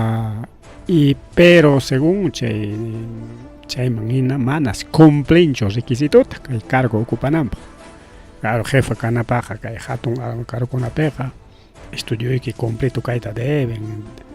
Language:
Ayacucho Quechua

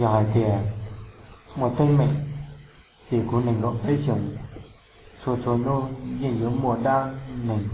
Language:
Hmong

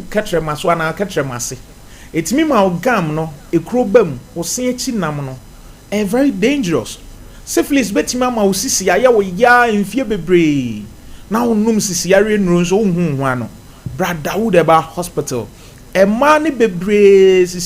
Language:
Akan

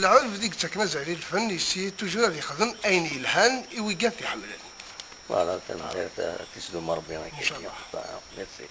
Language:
Kabyle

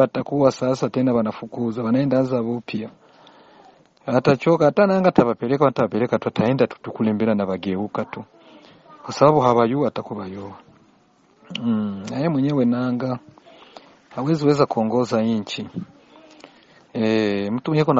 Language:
Swahili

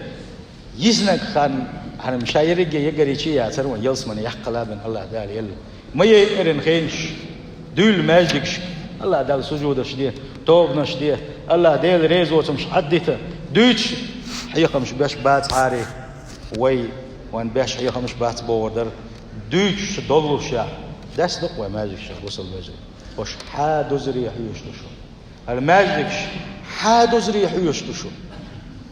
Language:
Chechen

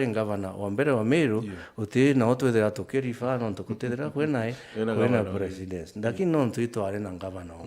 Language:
Meru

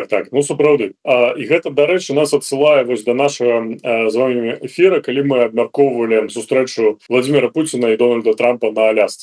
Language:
Belarusian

